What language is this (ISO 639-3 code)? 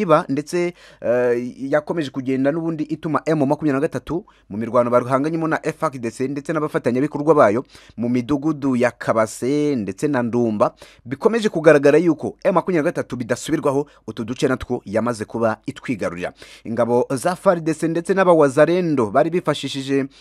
kin